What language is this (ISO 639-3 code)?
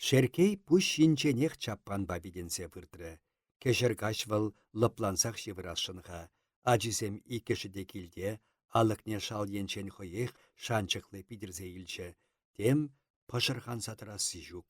chv